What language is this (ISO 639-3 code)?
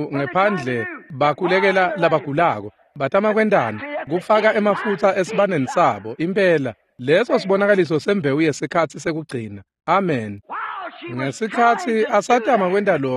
ssw